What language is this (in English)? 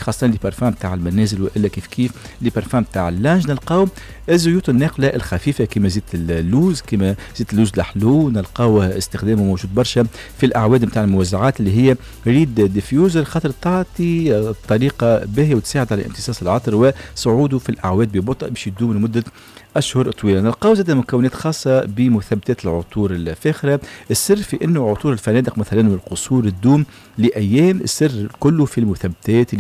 Tunisian Arabic